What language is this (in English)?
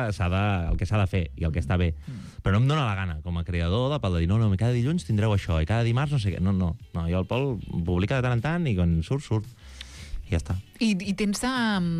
Catalan